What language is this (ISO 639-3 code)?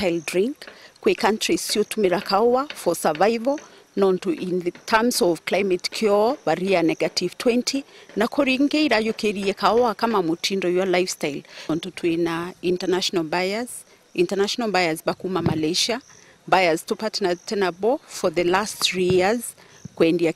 mer